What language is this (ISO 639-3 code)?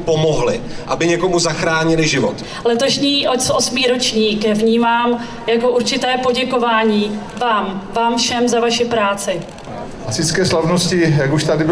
ces